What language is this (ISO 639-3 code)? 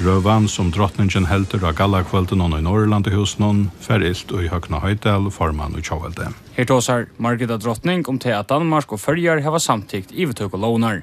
fao